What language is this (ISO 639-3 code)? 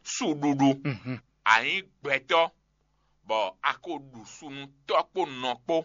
fon